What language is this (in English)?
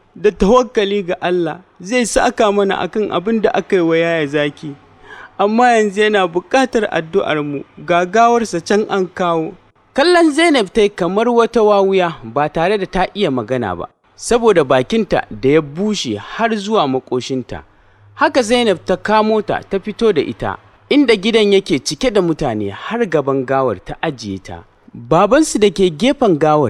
Hausa